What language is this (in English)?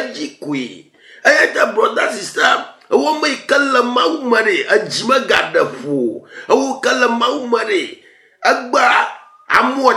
Ewe